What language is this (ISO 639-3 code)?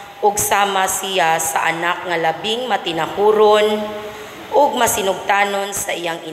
ceb